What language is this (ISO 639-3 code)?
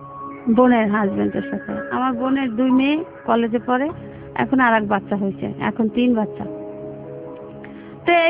ben